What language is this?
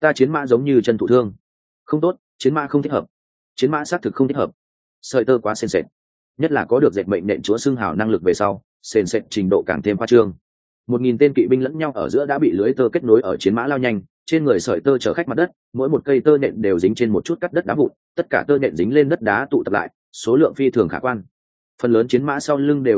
Vietnamese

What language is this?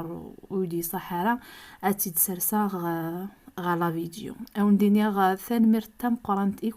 Kabyle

